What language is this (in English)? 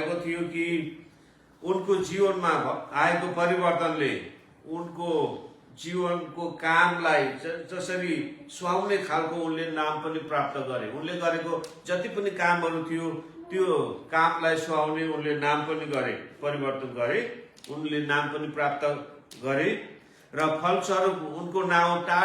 Nepali